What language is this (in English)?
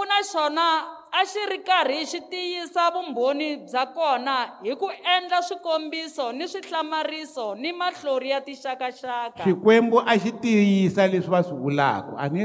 Tsonga